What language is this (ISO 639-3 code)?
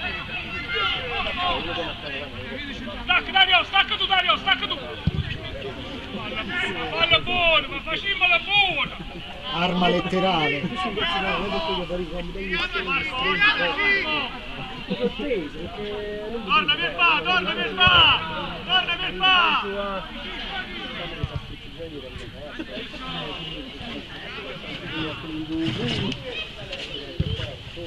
ita